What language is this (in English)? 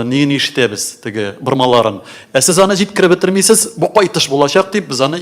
Tatar